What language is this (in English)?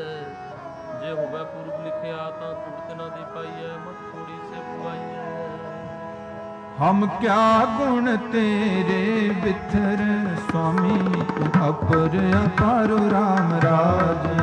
Punjabi